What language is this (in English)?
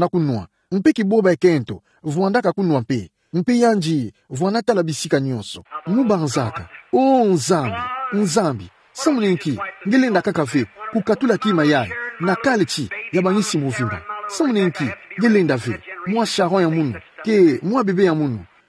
Kituba (Democratic Republic of Congo)